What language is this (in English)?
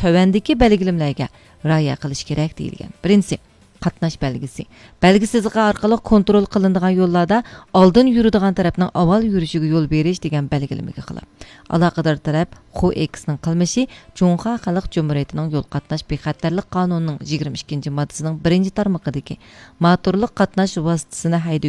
Uyghur